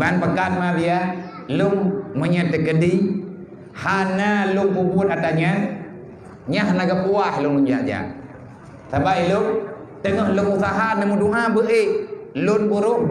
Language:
Achinese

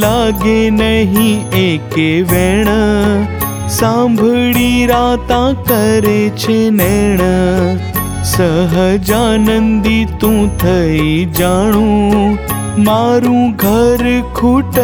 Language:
Gujarati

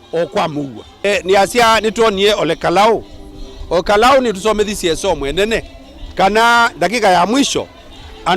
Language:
Kamba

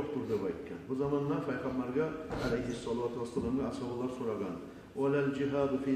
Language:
Kumyk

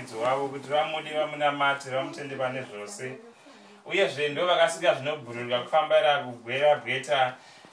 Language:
Shona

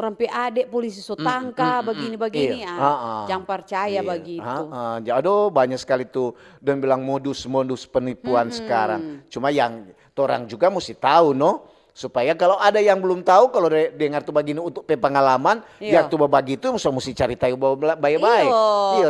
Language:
Manado Malay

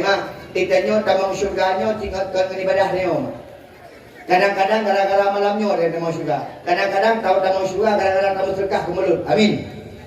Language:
Achinese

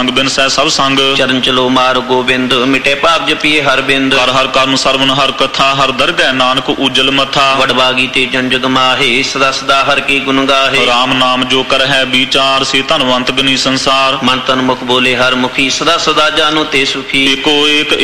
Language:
Punjabi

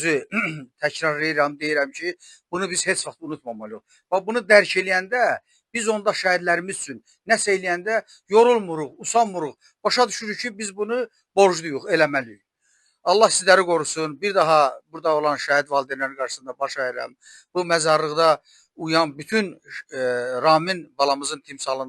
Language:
Azerbaijani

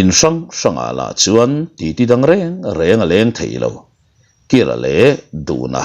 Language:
Mizo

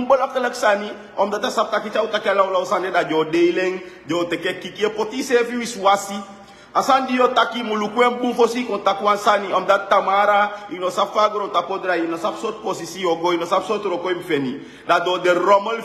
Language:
Sranan Tongo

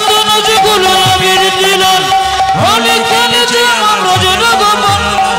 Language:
Bangla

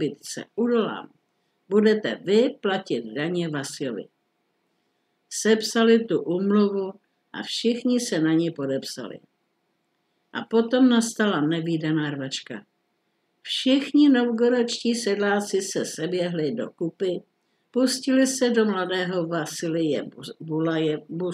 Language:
Czech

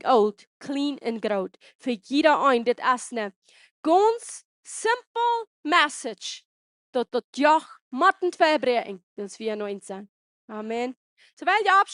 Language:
Plautdietsch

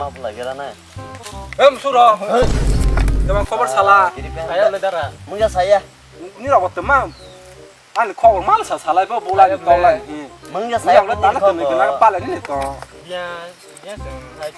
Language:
Kok Borok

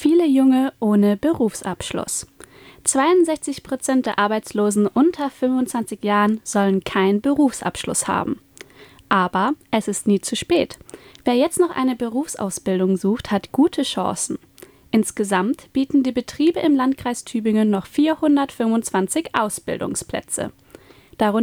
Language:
German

